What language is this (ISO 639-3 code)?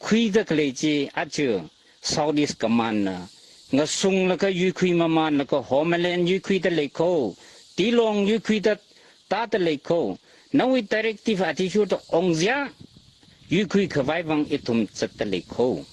nmf